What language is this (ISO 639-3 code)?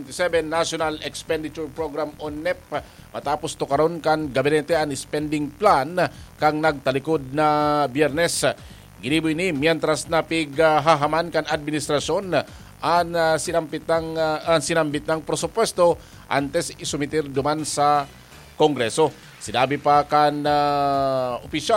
bik